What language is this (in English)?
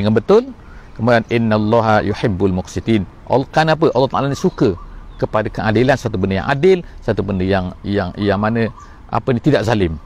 Malay